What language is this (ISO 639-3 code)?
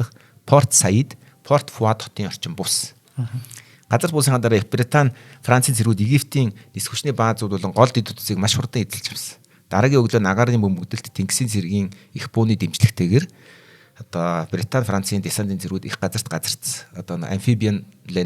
mon